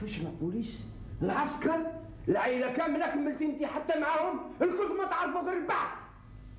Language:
Algerian Arabic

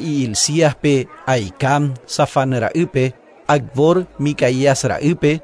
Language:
Guarani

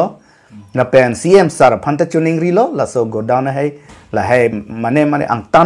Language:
Karbi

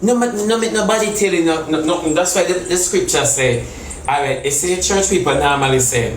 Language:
Jamaican Creole English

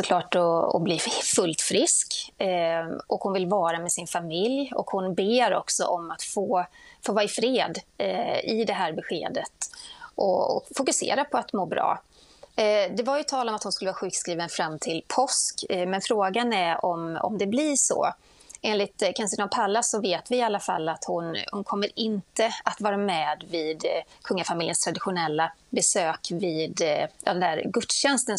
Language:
Swedish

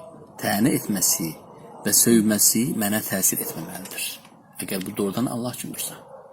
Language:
Azerbaijani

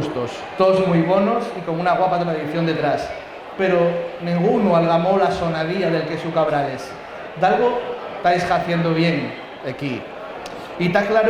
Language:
Asturian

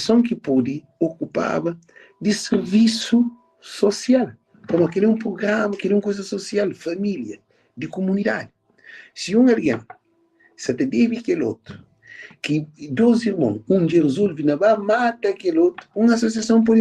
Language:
Kabuverdianu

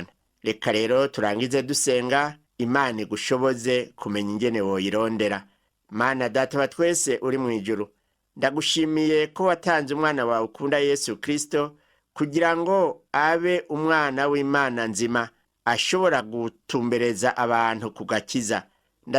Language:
Rundi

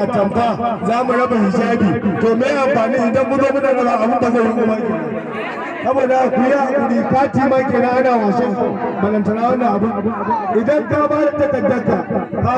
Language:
Hausa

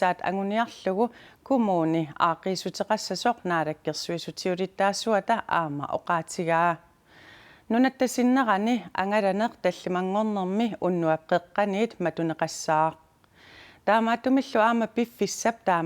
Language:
Kalaallisut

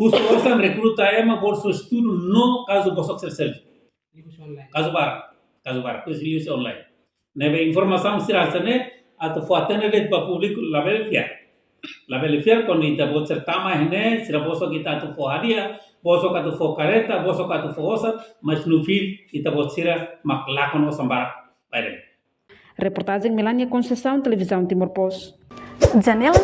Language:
Tetum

